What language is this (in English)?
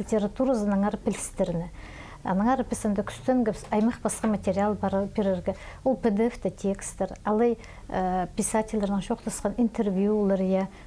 Khakas